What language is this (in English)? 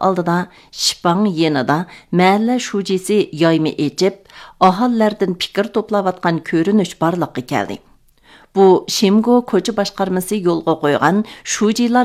Uyghur